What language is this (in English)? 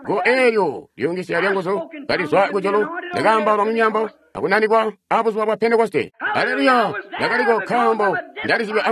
Tonga (Zambia)